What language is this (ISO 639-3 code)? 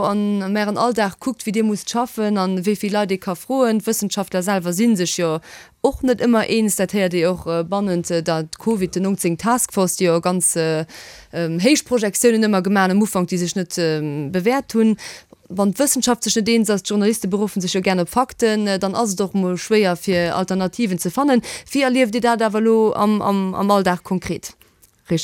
ltz